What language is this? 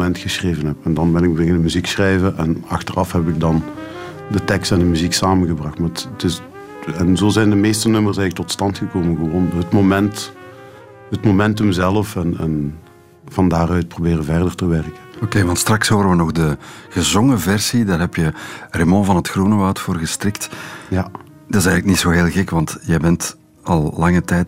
Dutch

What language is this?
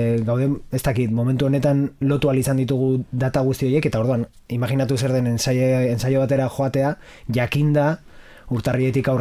Basque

